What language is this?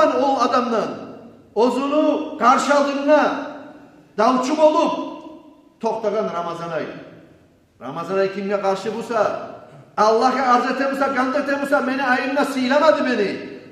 Kumyk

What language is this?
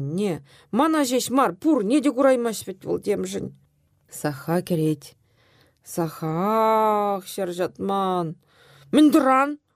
Chuvash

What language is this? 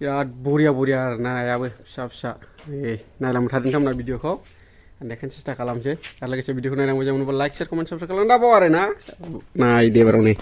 Bodo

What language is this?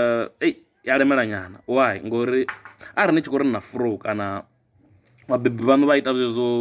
Venda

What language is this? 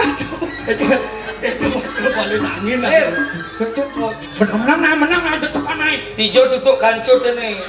Balinese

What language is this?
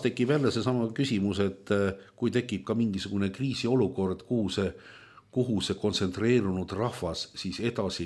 Estonian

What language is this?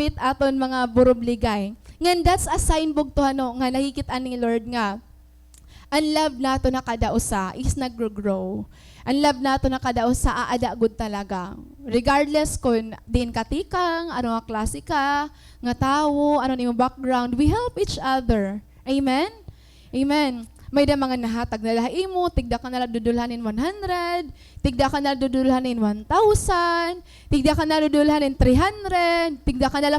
Waray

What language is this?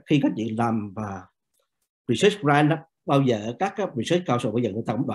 Vietnamese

